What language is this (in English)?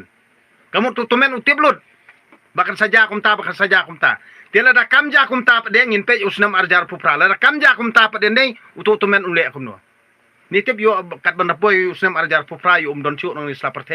Khasi